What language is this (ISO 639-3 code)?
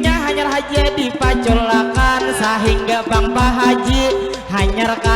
bjn